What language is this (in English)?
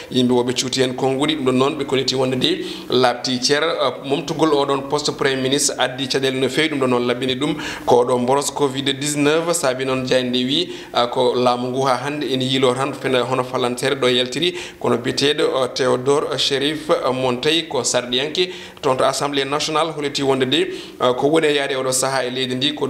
Fula